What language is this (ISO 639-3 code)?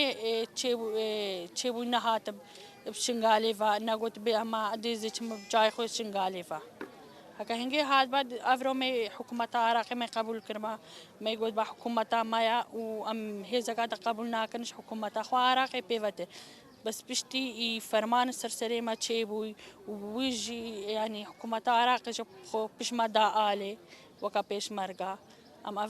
kur